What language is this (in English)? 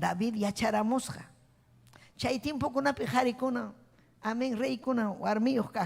Ayacucho Quechua